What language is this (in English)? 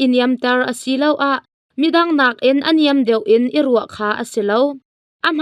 Hakha Chin